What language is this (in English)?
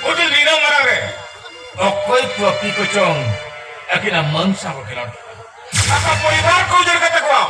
Santali